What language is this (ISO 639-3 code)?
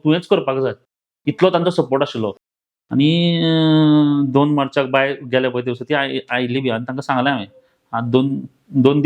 kok